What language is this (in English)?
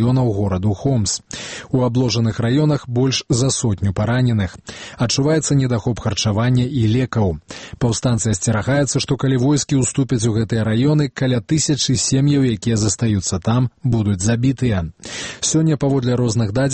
Belarusian